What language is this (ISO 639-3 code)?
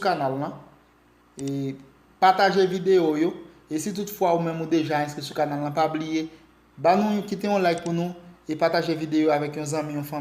hat